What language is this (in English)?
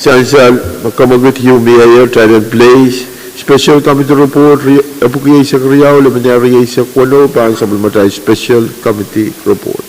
Pohnpeian